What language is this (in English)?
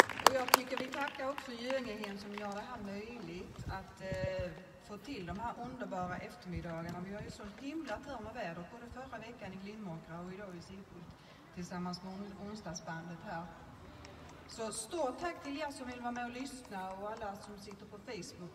Swedish